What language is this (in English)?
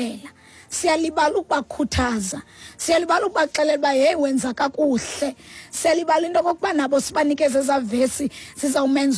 Xhosa